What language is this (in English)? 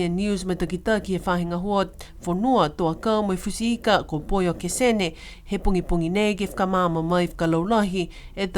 Niuean